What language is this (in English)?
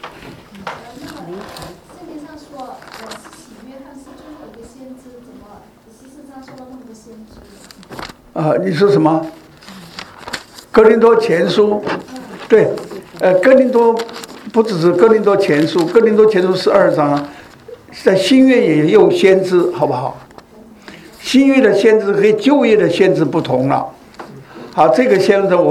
Chinese